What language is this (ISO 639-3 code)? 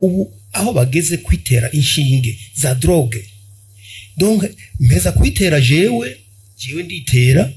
run